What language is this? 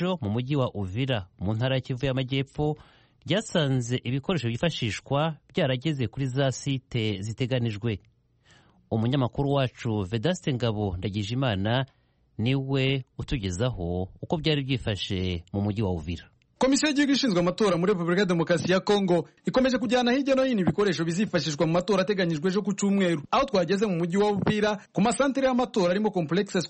Kinyarwanda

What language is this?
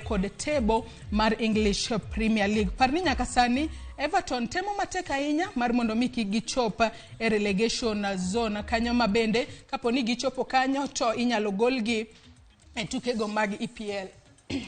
Luo (Kenya and Tanzania)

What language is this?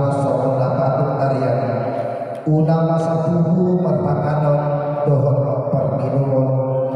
Batak Toba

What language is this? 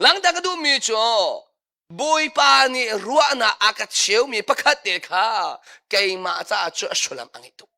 Hakha Chin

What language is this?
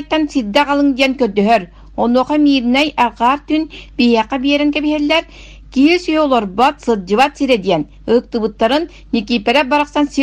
Yakut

